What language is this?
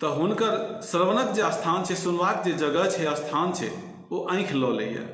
Maithili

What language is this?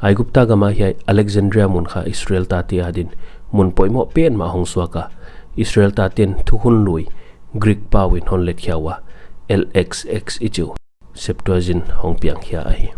Paite Chin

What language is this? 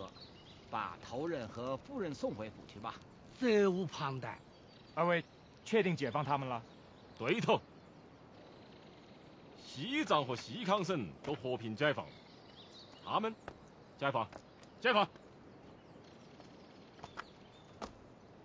Chinese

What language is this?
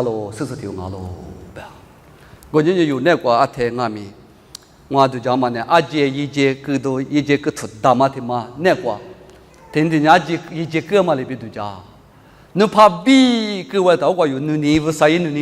Lisu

